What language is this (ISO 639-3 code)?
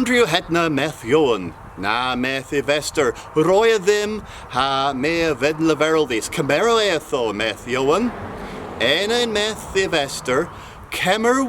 cor